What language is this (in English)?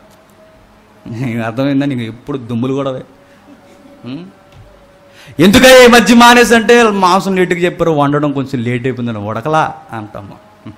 Telugu